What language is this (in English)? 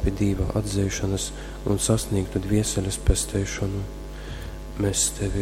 Latgalian